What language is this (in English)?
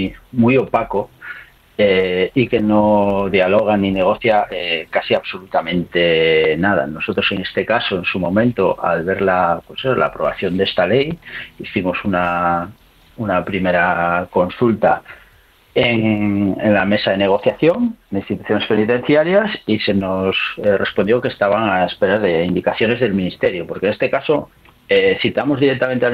Spanish